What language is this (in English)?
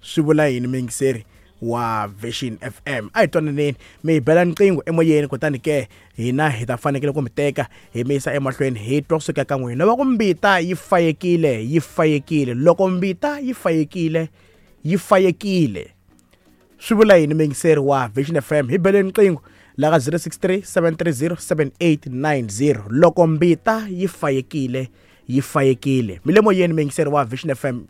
Tsonga